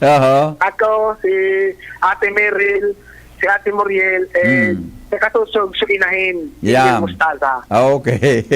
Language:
Bikol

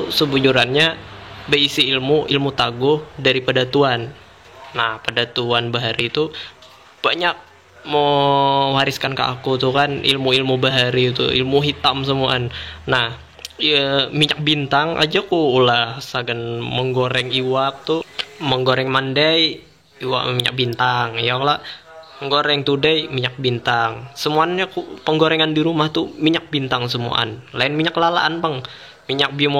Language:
Banjar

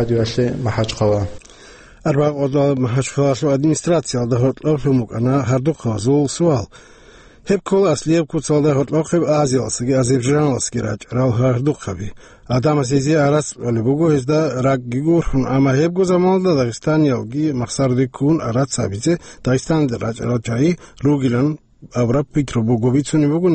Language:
Avaric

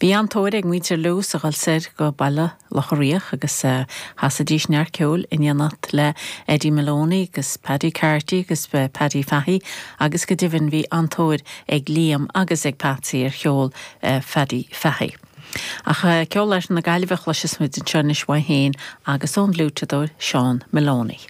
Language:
Irish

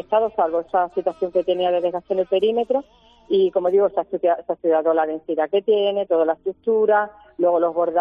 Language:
Spanish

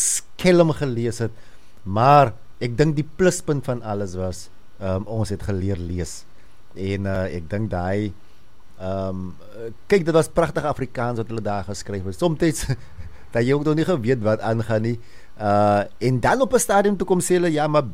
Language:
Afrikaans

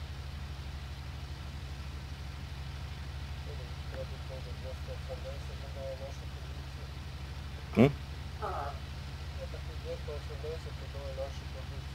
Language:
Croatian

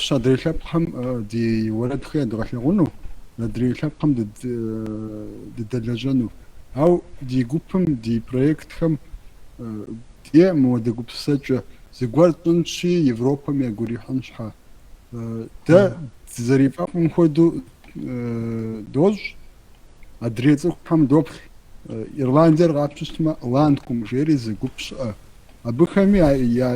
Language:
Kabardian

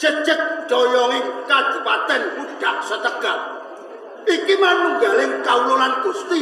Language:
Javanese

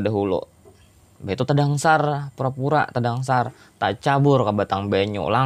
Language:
Banjar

